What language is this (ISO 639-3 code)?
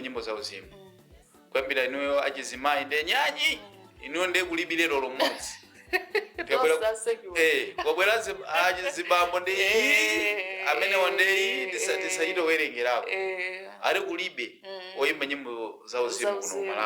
nya